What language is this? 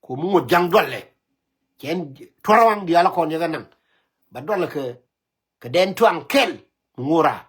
Nuer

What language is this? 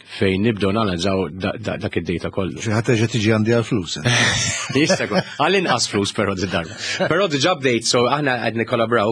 Maltese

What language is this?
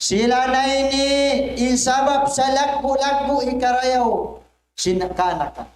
Tausug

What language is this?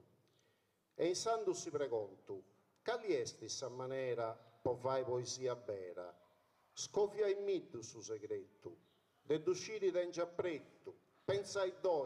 Sardinian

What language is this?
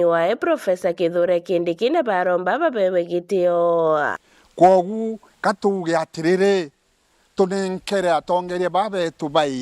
Meru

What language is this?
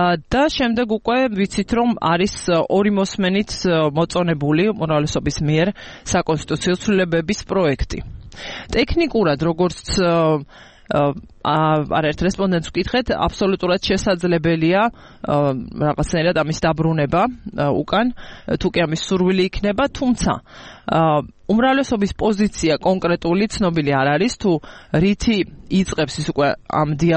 Georgian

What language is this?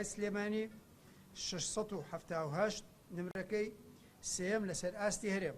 Central Kurdish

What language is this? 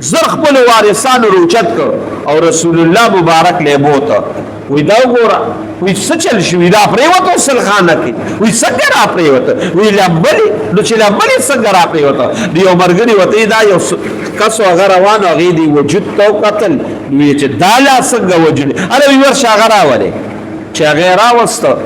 Pashto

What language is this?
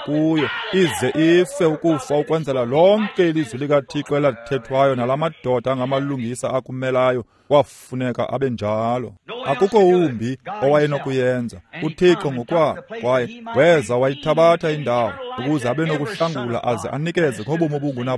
Xhosa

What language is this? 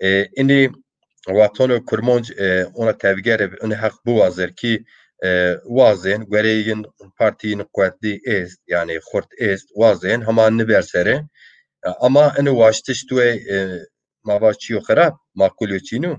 Zaza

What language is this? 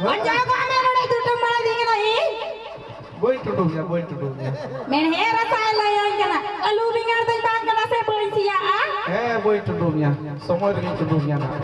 Santali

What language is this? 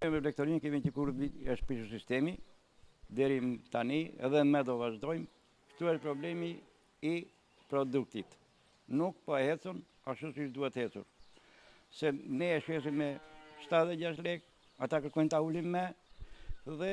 Albanian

